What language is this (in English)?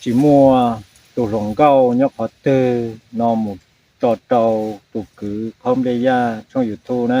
Hmong